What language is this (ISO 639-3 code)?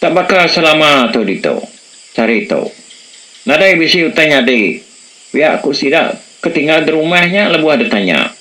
iba